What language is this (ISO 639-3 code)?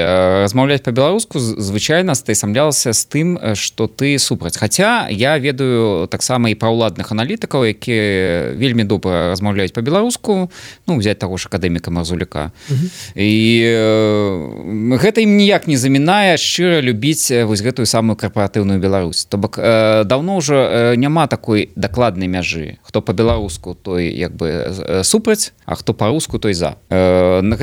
bel